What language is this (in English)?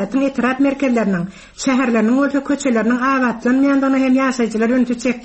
Turkmen